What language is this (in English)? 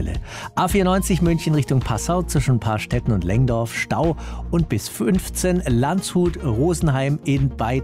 German